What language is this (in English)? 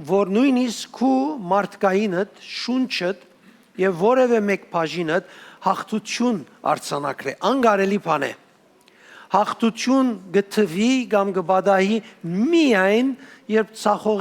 Western Armenian